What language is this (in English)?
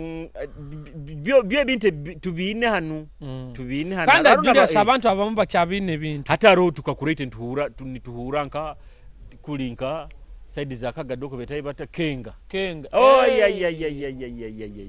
Nyoro